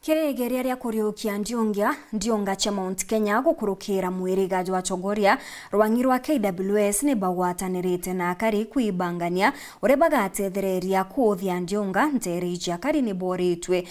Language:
Meru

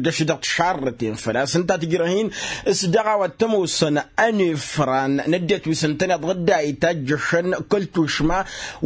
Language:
Tamasheq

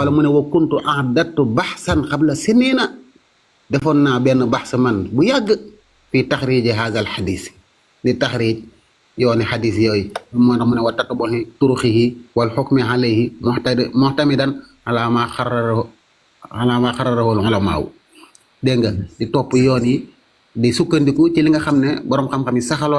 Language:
Wolof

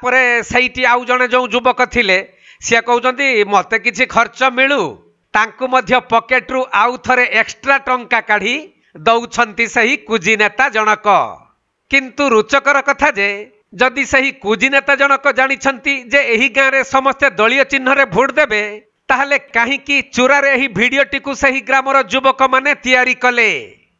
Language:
Odia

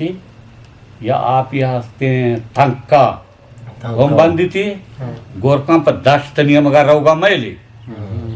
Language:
Eastern Balochi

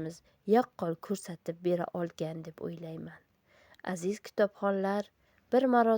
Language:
Uzbek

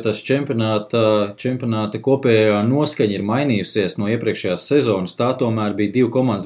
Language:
Latvian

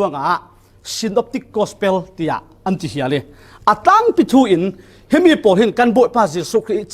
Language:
Falam Chin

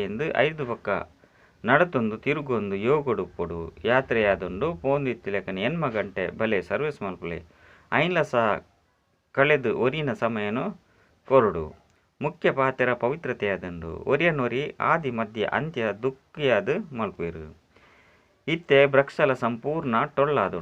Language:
Tulu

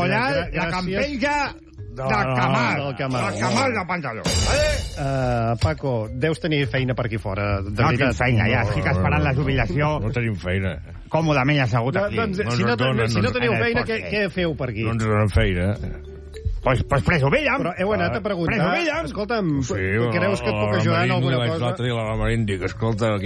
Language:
Catalan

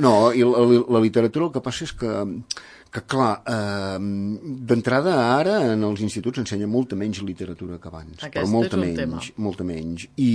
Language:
Catalan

